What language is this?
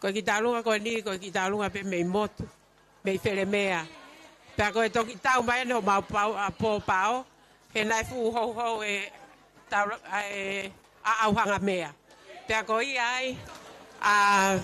Tongan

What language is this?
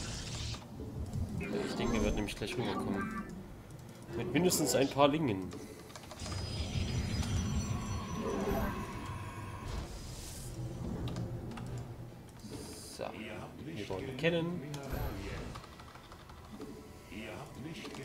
German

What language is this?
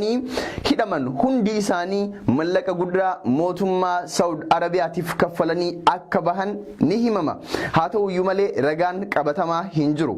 Oromo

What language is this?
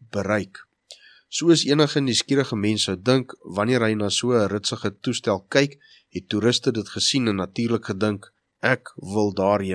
Afrikaans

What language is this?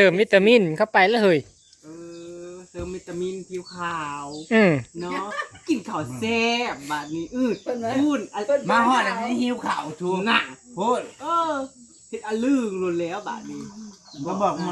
Northeastern Thai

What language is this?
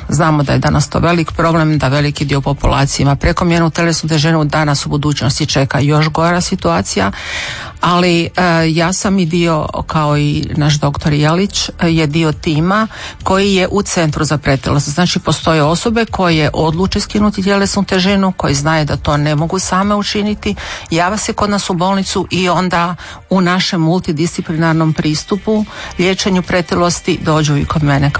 Croatian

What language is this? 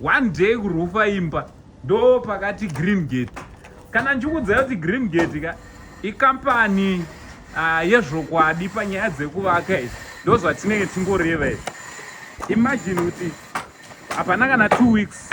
Shona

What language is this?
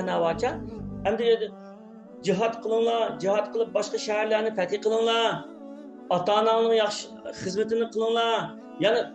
Uyghur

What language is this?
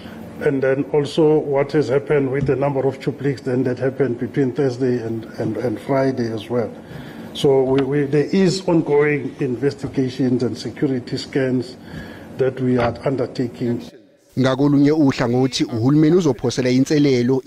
Zulu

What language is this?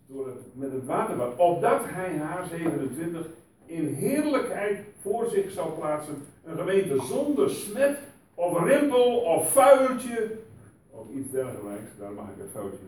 Dutch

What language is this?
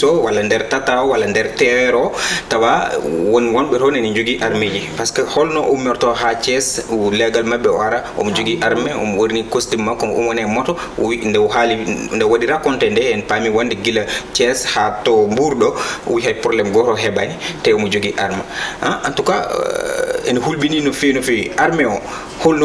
Fula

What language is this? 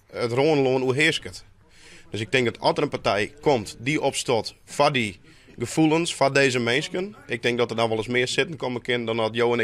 Western Frisian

